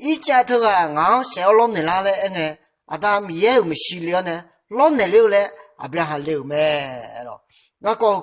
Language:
Akha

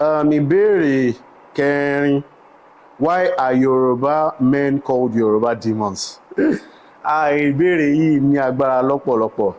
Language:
Yoruba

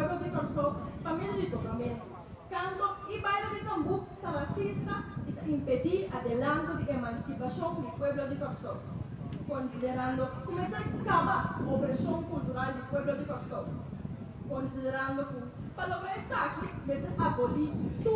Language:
Papiamento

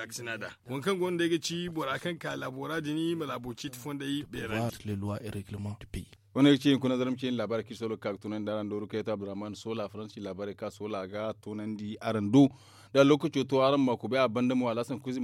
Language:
Zarma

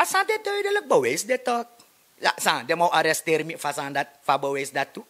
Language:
Sranan Tongo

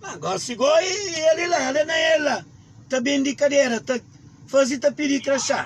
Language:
Kabuverdianu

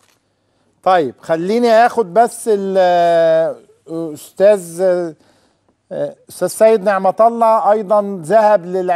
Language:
Egyptian Arabic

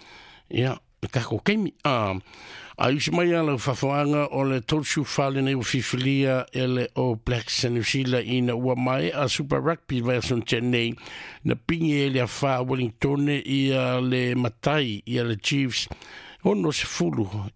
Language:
Samoan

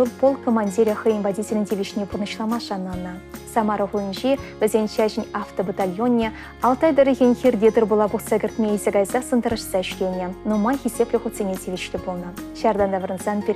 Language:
Chuvash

